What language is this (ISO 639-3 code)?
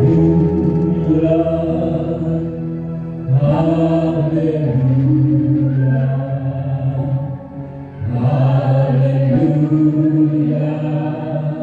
ind